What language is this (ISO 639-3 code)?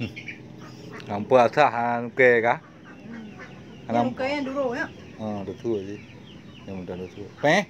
ace